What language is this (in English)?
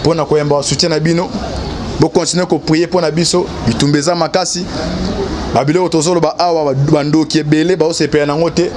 Lingala